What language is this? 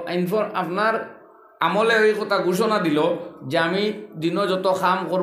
Sylheti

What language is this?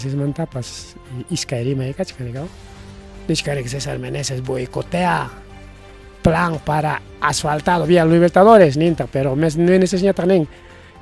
Ayacucho Quechua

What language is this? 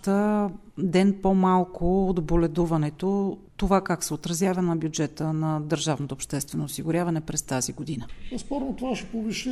Bulgarian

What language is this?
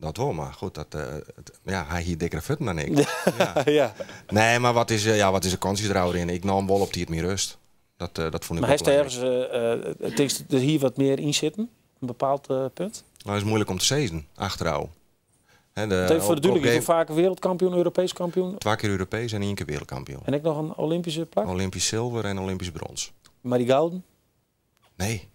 Western Frisian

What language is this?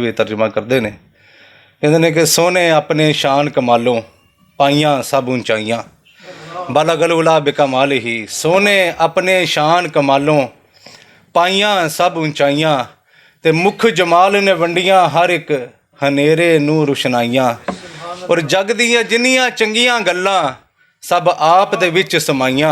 Western Panjabi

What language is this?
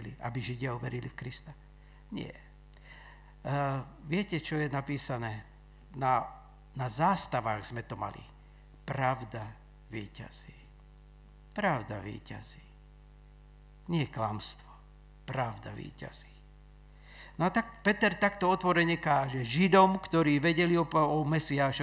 Slovak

